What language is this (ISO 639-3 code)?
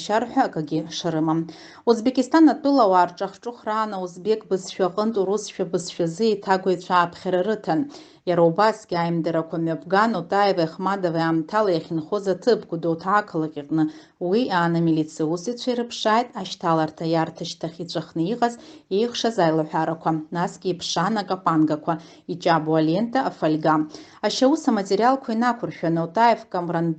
abk